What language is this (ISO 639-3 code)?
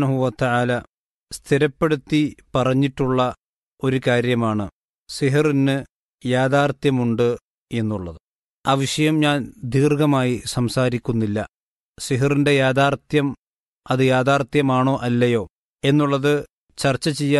mal